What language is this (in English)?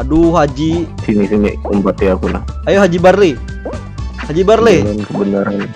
Banjar